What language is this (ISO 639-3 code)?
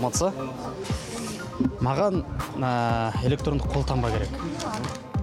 kaz